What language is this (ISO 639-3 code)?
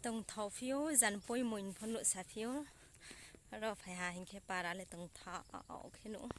ria